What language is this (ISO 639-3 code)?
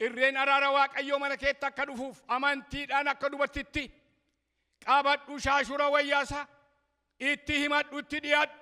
orm